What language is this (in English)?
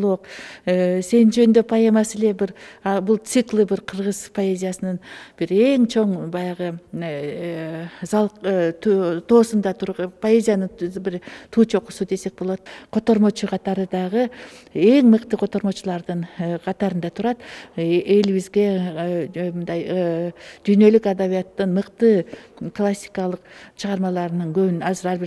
Kyrgyz